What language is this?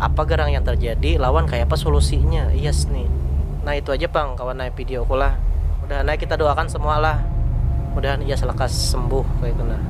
Banjar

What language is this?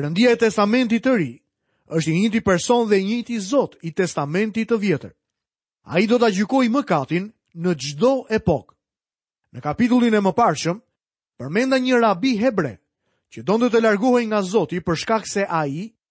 Albanian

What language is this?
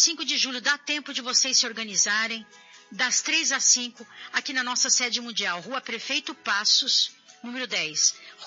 Portuguese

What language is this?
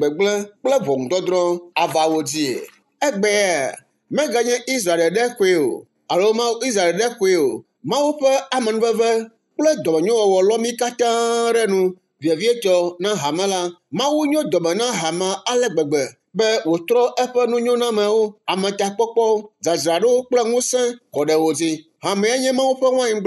Ewe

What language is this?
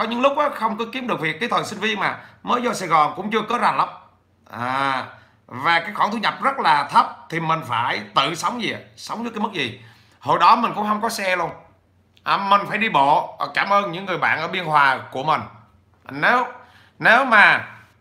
Vietnamese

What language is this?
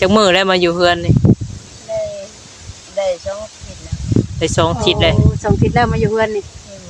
Northeastern Thai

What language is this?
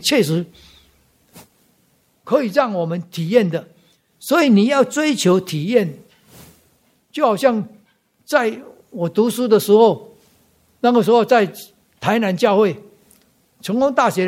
Chinese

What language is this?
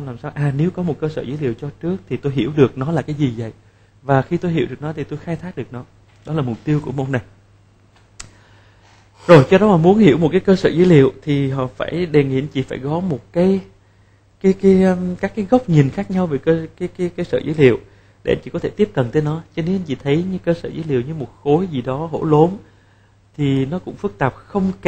Vietnamese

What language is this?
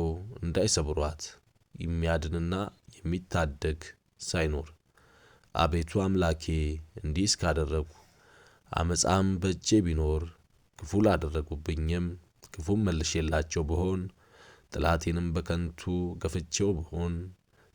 Amharic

